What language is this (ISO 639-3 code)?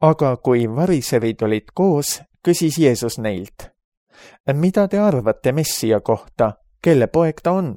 est